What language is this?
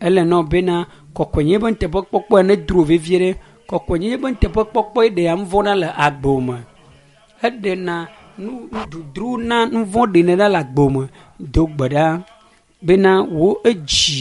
Ewe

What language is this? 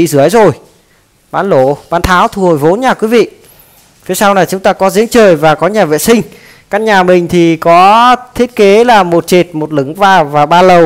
Vietnamese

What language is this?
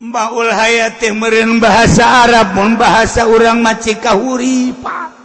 Sundanese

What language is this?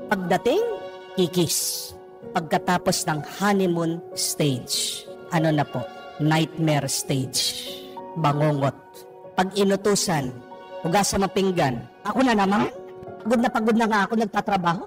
Filipino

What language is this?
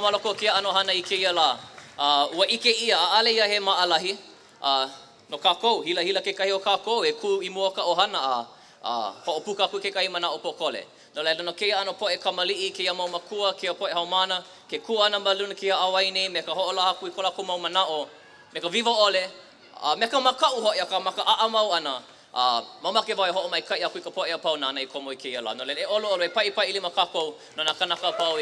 Hawaiian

